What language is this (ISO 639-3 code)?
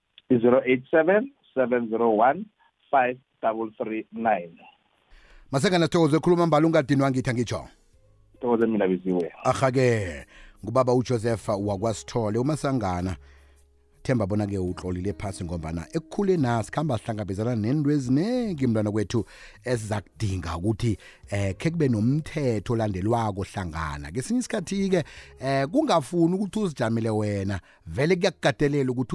nbl